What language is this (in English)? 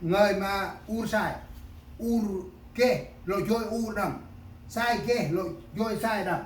Central Mnong